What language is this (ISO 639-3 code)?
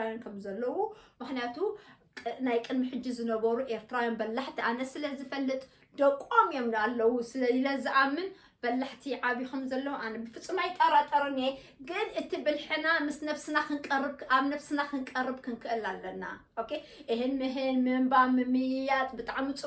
tir